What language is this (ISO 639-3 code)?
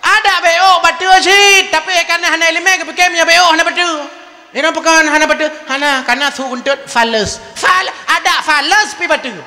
ace